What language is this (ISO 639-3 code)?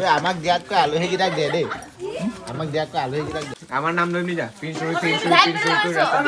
nag